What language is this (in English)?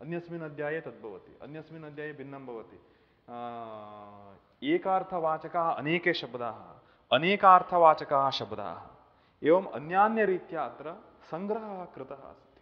Sanskrit